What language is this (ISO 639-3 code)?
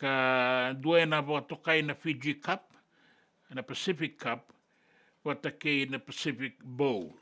fij